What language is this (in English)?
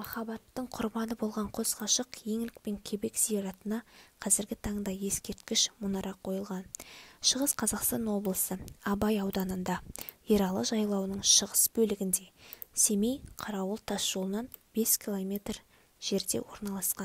Kazakh